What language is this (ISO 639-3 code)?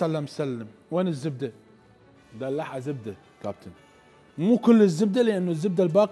acm